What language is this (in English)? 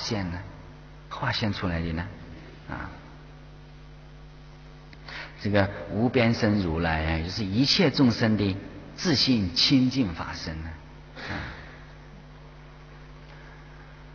Chinese